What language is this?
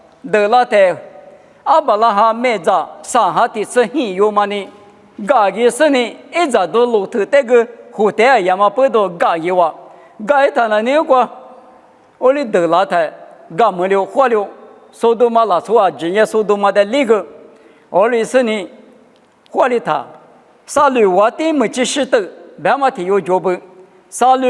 Lisu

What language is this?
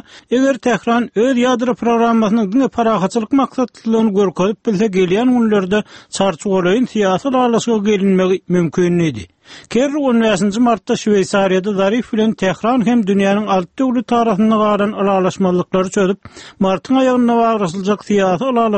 Turkmen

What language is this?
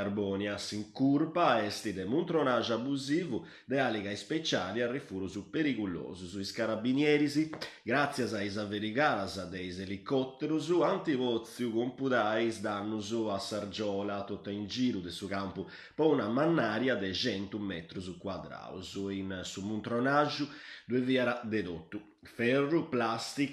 Sardinian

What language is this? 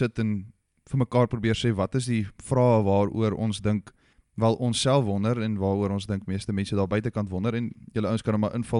Afrikaans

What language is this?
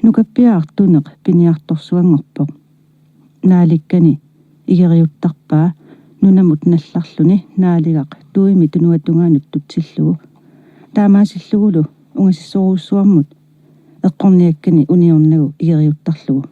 Kalaallisut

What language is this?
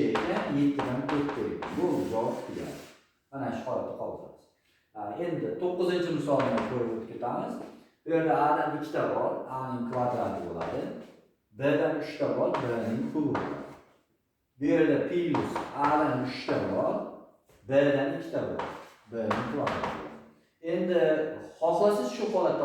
Uzbek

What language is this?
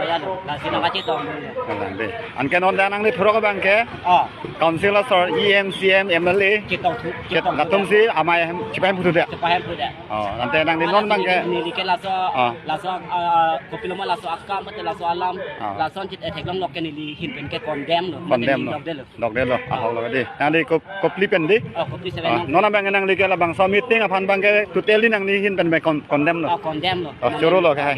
Karbi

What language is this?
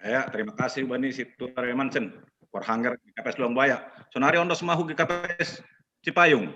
Batak Simalungun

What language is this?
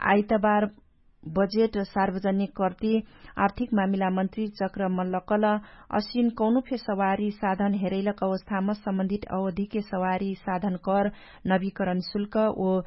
Dangaura Tharu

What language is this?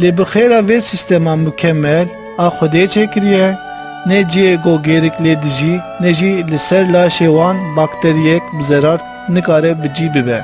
Kurdish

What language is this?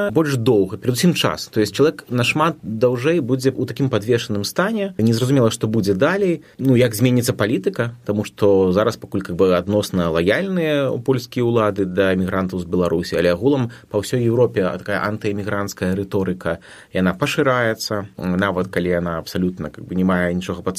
Belarusian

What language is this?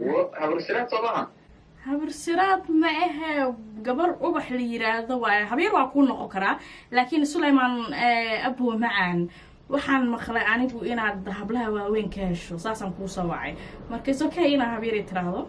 Somali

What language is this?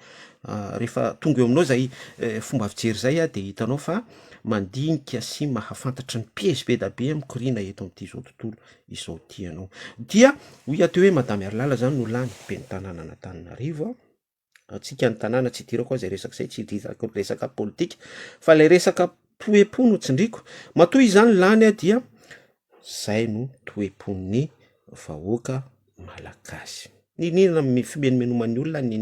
Malagasy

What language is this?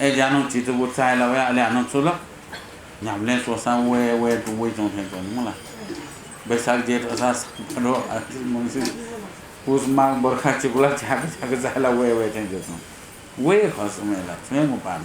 Newari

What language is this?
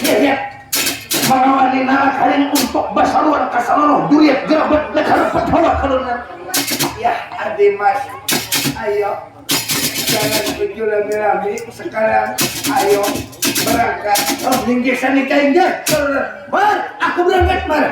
Banjar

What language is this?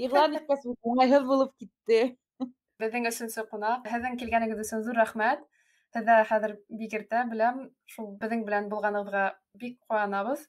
Bashkir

